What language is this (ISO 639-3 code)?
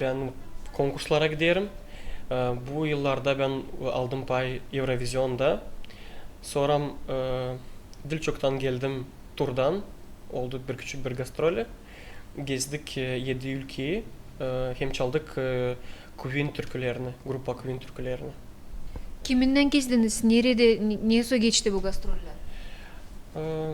gag